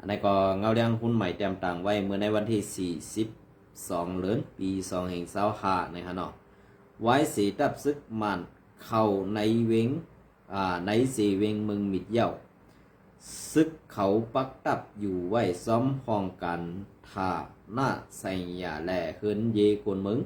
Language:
Shan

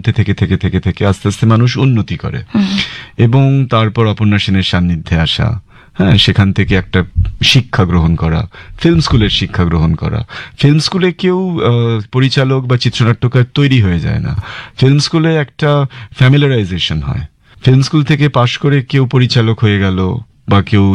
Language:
Bangla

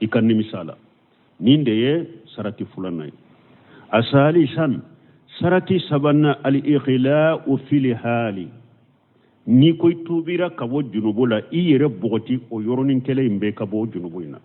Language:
Bambara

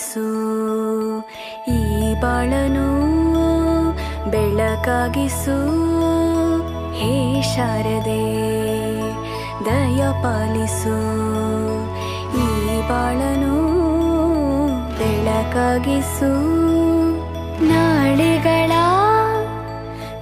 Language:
Kannada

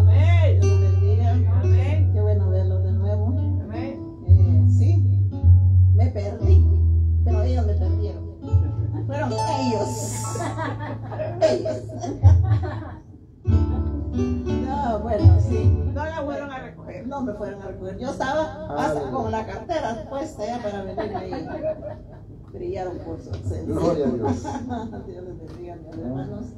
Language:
Spanish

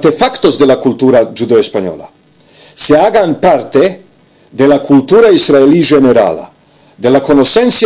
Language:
Ladino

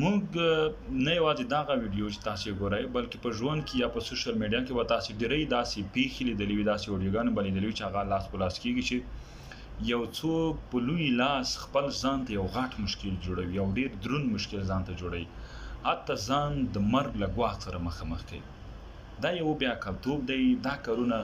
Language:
Pashto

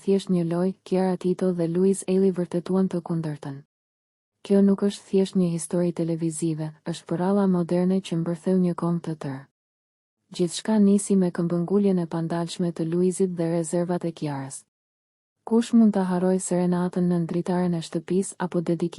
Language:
Albanian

